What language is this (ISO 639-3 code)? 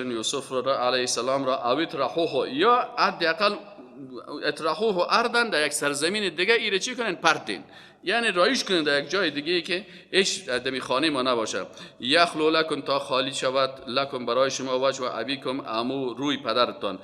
fas